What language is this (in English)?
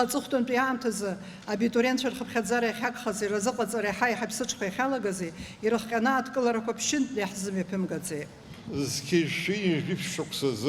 Abkhazian